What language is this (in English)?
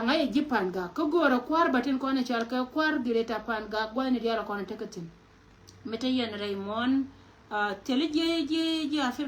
Nuer